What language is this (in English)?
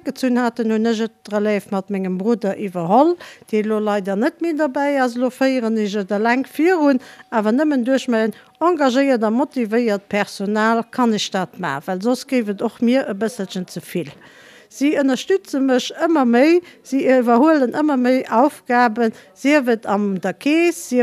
Luxembourgish